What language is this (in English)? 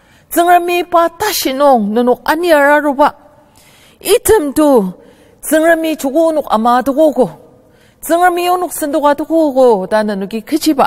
Ao Naga